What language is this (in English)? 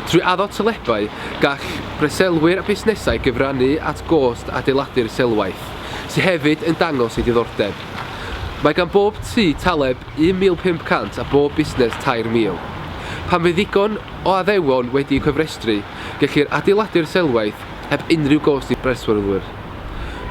Welsh